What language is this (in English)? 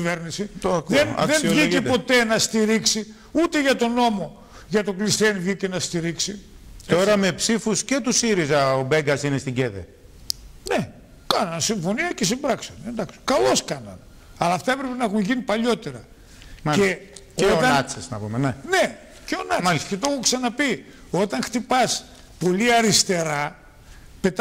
Greek